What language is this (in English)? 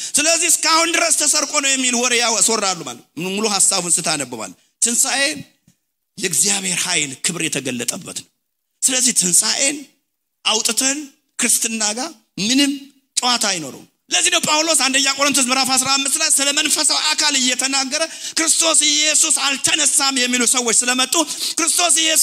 Amharic